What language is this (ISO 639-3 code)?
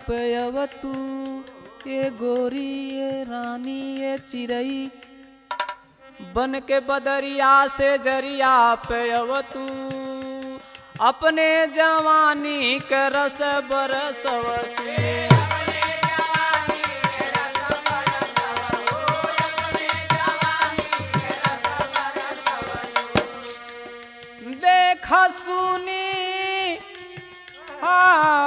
bho